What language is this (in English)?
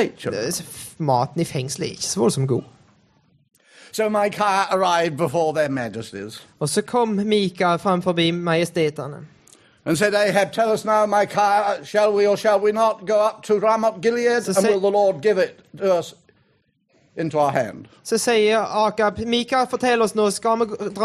Norwegian